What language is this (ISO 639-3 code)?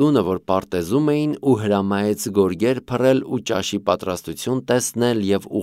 hye